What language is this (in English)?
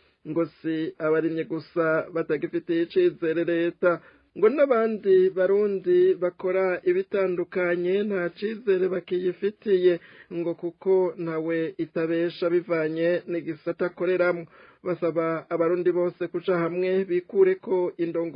Rundi